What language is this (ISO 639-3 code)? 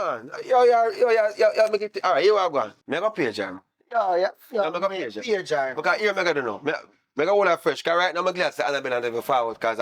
jam